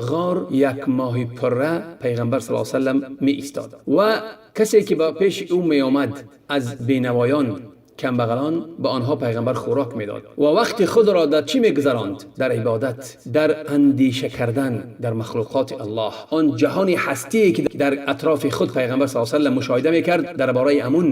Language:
Tajik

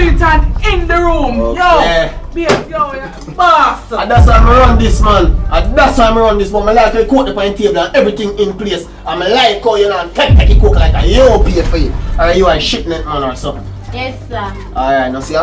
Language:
Jamaican Creole English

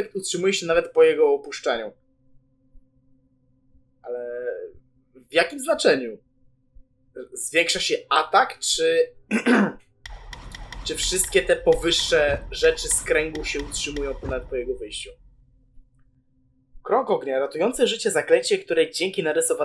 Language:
Polish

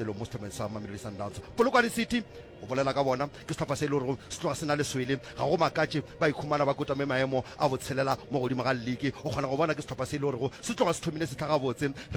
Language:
Northern Sotho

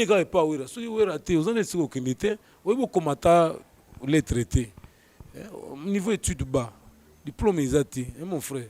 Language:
Lingala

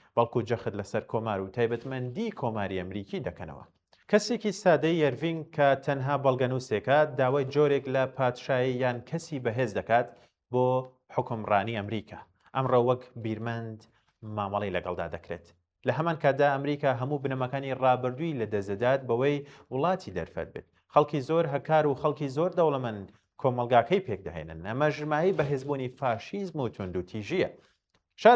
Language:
Central Kurdish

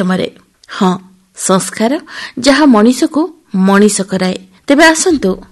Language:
Odia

